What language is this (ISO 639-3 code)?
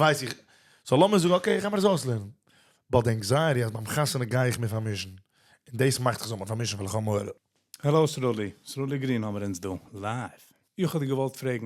yid